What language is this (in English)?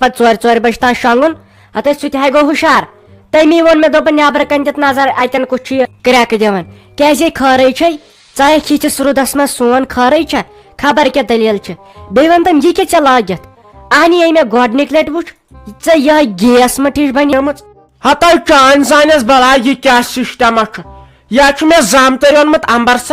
Kashmiri